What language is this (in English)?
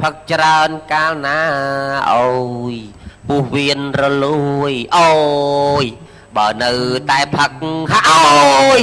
Khmer